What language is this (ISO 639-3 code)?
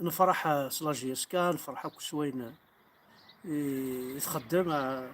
kab